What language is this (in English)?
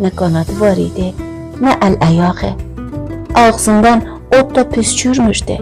South Azerbaijani